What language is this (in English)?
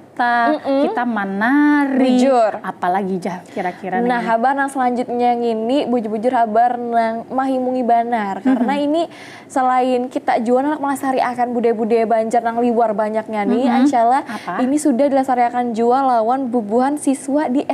Banjar